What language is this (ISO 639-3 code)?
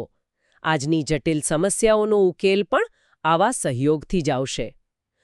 guj